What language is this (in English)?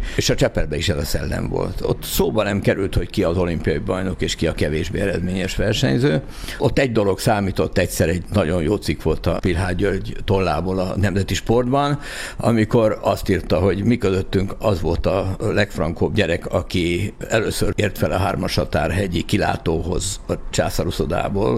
Hungarian